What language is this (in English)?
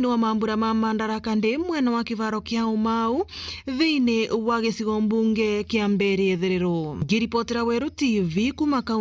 Meru